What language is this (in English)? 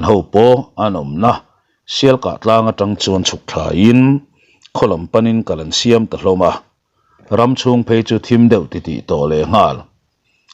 Mizo